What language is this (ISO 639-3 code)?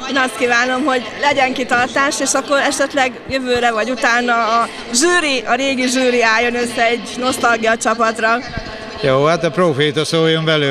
hun